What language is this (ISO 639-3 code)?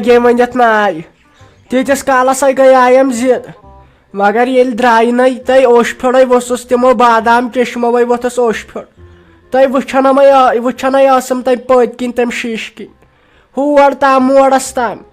kas